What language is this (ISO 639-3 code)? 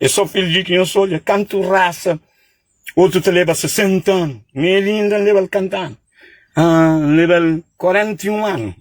kea